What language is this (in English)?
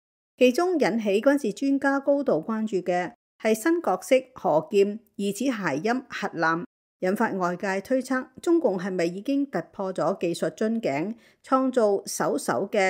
Cantonese